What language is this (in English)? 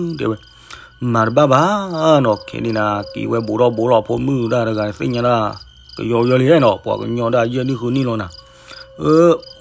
S'gaw Karen